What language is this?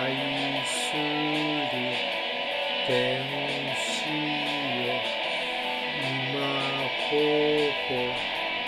Japanese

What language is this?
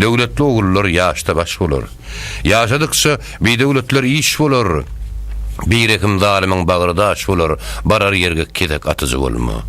Turkmen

